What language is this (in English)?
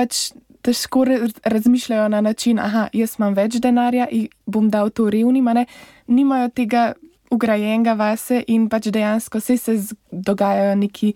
Slovenian